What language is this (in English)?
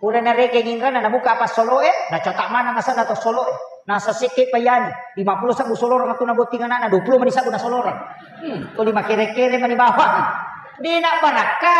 Buginese